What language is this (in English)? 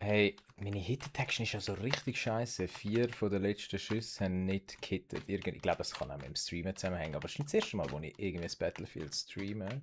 Swiss German